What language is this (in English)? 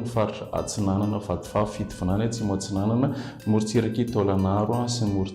Malagasy